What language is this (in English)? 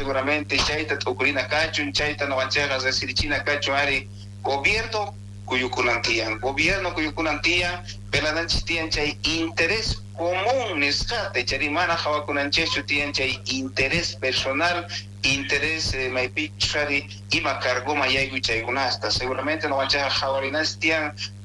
South Bolivian Quechua